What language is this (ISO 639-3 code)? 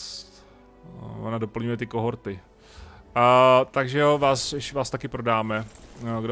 ces